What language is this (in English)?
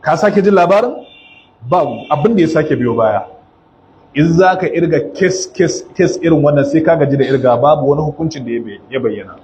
Hausa